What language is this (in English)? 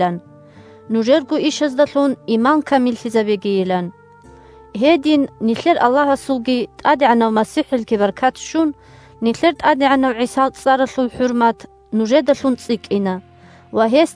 Avaric